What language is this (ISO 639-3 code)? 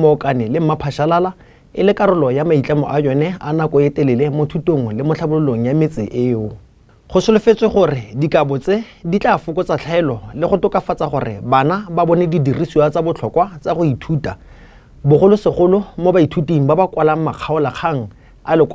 tsn